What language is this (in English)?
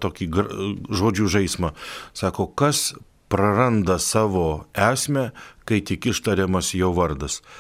Lithuanian